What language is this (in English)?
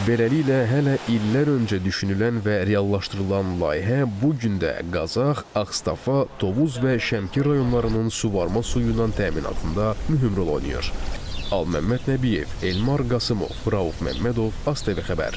Azerbaijani